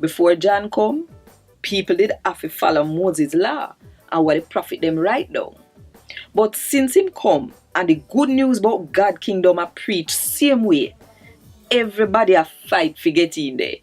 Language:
Jamaican Creole English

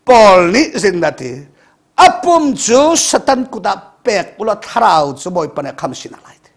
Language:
Hakha Chin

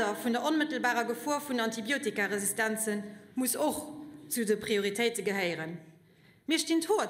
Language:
Luxembourgish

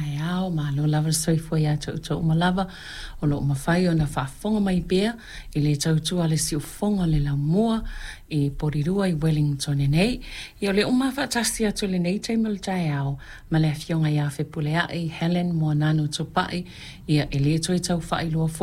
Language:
Samoan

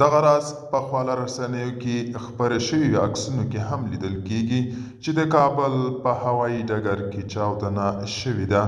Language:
Pashto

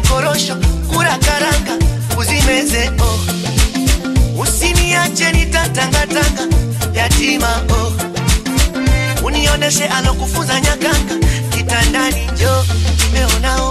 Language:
Swahili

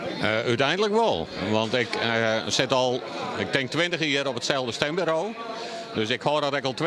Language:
Western Frisian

